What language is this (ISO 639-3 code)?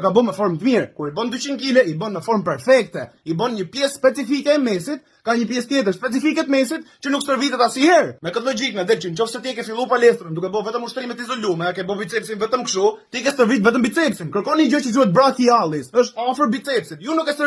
sqi